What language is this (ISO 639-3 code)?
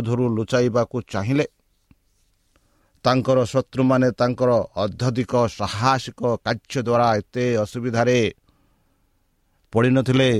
ori